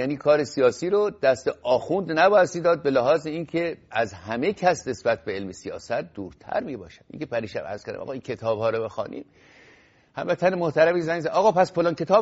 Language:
Persian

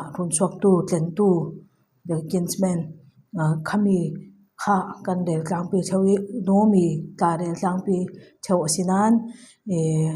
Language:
Falam Chin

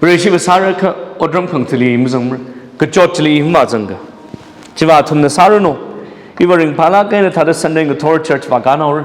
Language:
Tangkhul Naga (India)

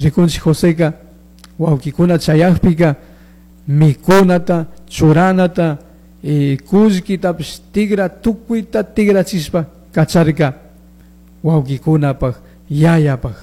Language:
Chimborazo Highland Quichua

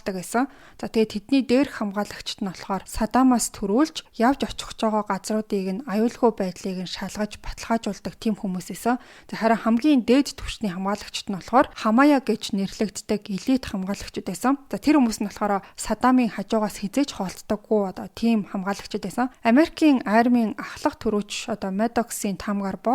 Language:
Mongolian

